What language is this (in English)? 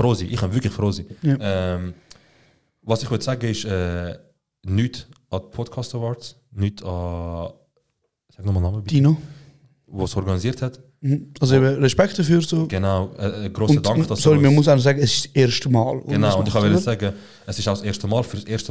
Swiss German